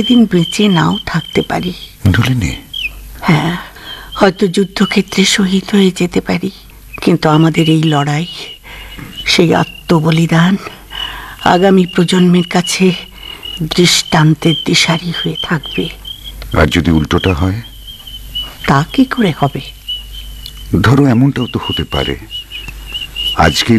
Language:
Bangla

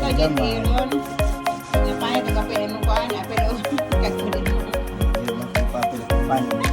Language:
Cebuano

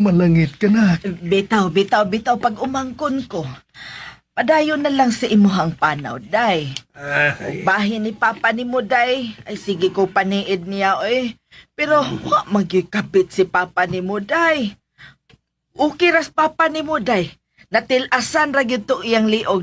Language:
Cebuano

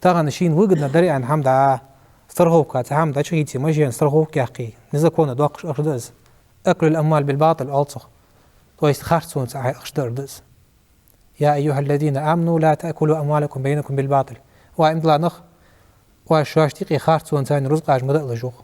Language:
Ingush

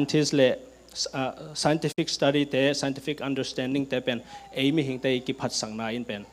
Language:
Tedim Chin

